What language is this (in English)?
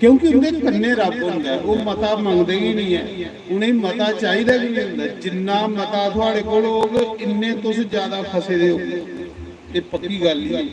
Dogri